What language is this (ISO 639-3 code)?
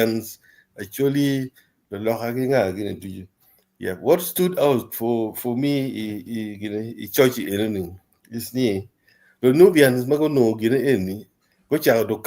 ach